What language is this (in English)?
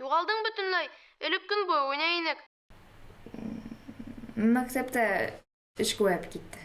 Bashkir